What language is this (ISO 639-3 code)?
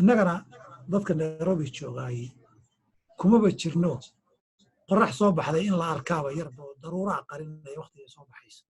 som